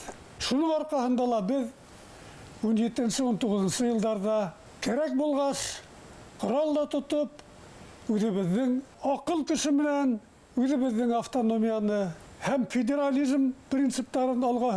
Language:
Bashkir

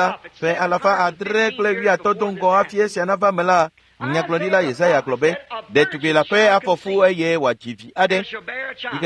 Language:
Ewe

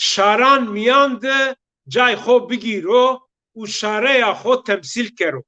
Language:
Zaza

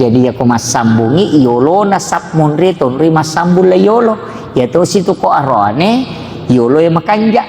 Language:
Buginese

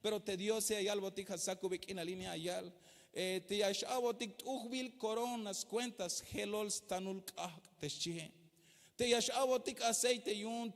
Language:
Tzeltal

